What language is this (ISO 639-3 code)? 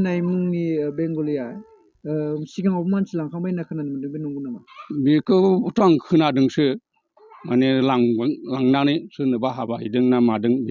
brx